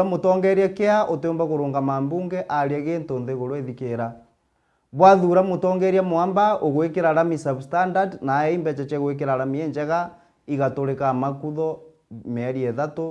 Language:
Meru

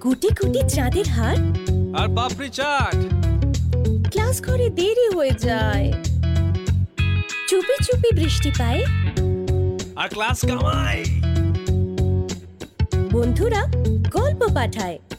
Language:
Bangla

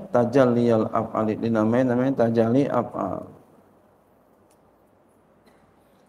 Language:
Indonesian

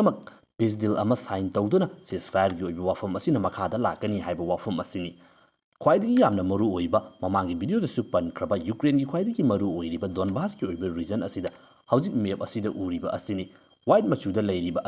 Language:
Manipuri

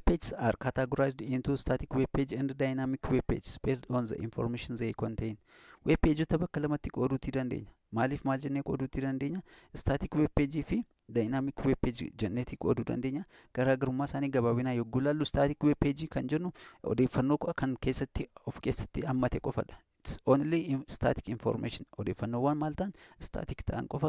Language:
Oromo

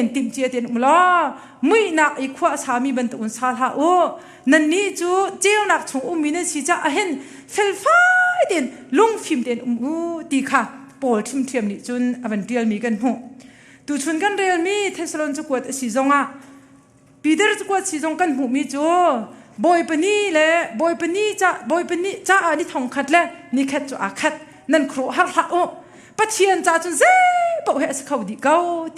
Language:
Hakha Chin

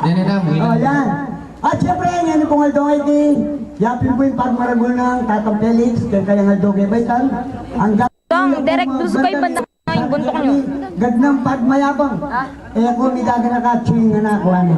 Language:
Pampanga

